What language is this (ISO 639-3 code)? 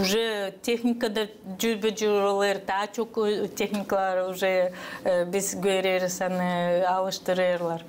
gag